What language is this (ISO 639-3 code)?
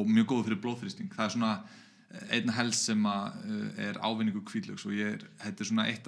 isl